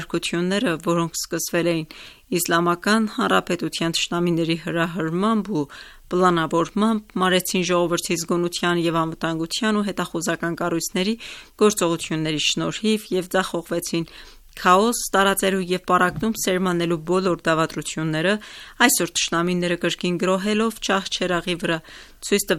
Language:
Armenian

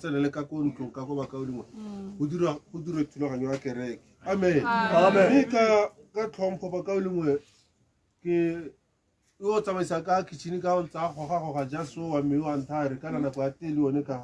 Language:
Tswana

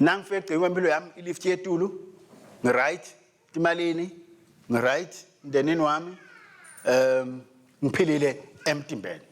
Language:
Swati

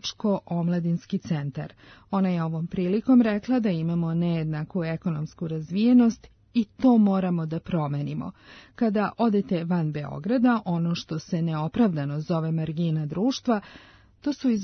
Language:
Serbian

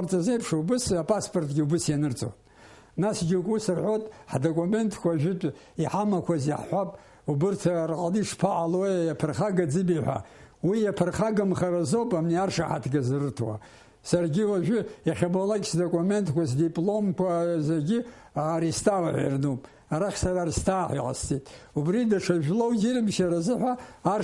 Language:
Abkhazian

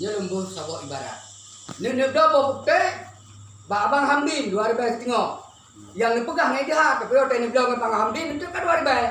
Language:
Achinese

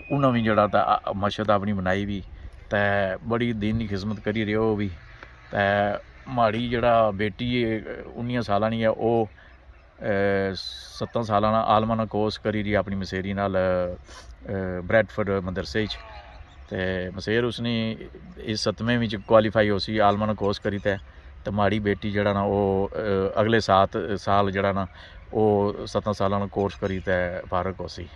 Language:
Pahari-Potwari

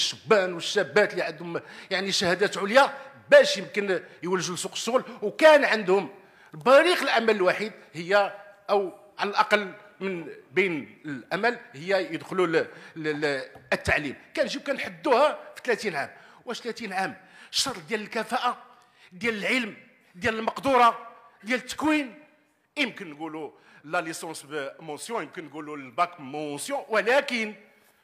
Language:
Moroccan Arabic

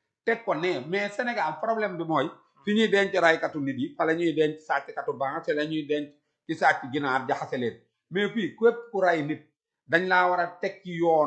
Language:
Wolof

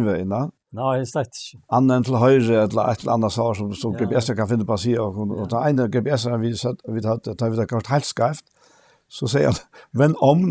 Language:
Faroese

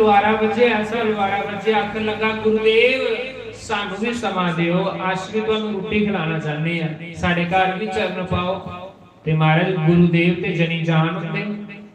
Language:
Dogri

